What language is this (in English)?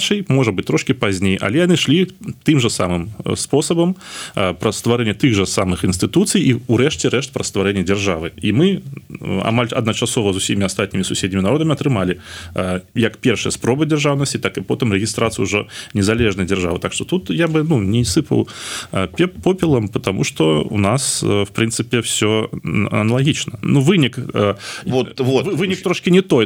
Belarusian